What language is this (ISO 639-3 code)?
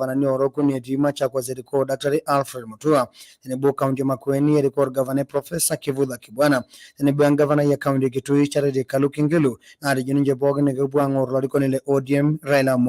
mas